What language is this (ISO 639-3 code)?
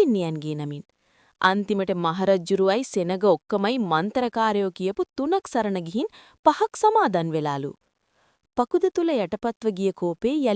sin